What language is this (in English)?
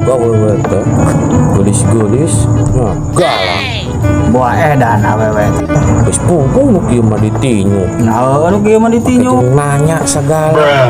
Sundanese